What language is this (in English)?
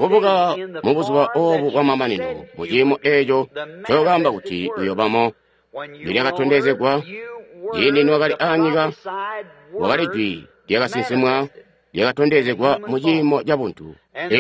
Tonga (Zambia)